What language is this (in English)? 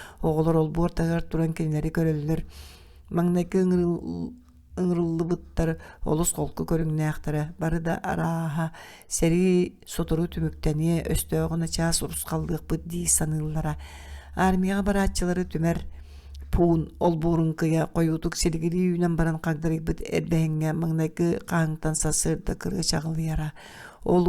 Yakut